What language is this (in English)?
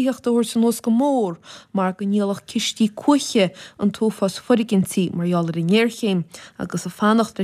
Irish